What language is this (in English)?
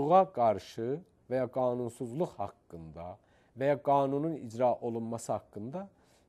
Azerbaijani